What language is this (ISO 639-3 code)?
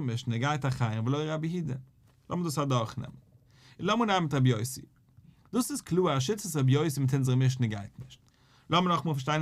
yid